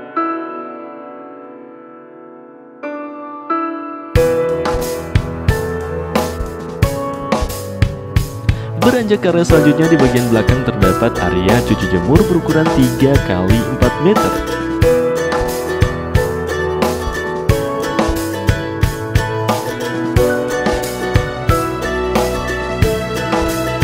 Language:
Indonesian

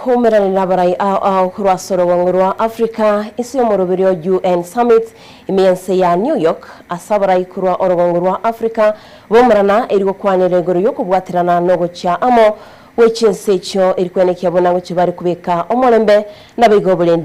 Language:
Gusii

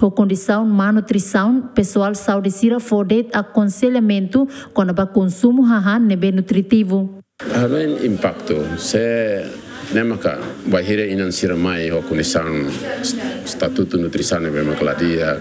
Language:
Tetum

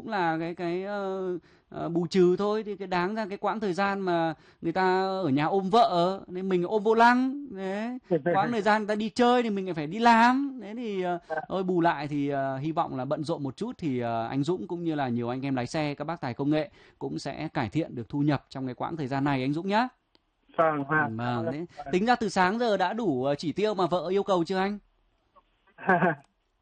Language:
Vietnamese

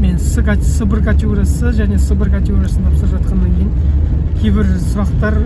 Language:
Kazakh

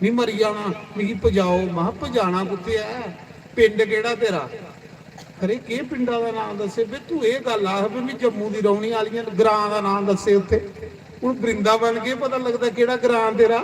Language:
Dogri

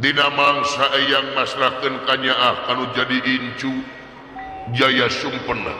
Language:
Sundanese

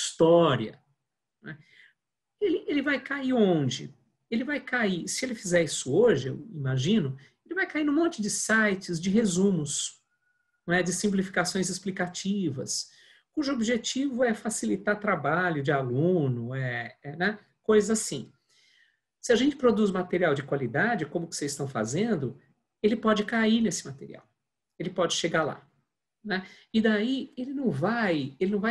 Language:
Portuguese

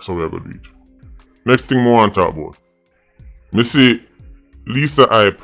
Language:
Jamaican Creole English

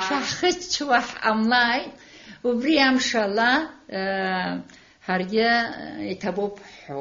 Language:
Abkhazian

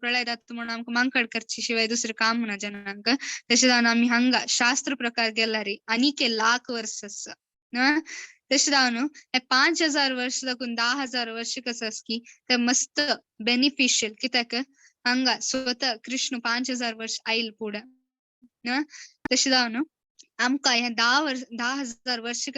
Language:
Konkani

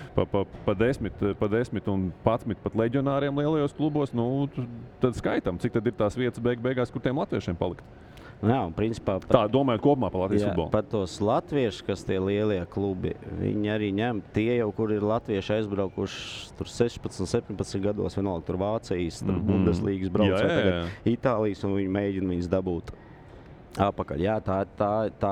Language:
Latvian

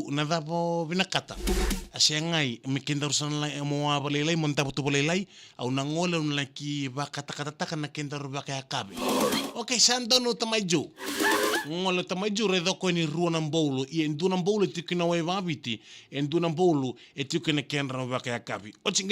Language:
Fijian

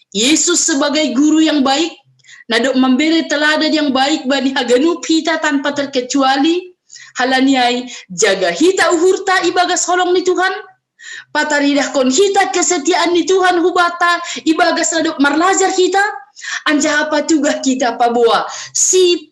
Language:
Batak Simalungun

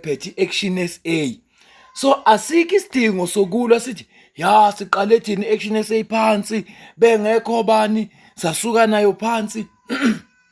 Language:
Zulu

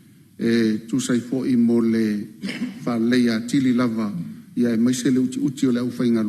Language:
Samoan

